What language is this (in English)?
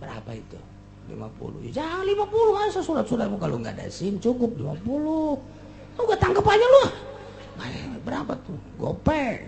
Sundanese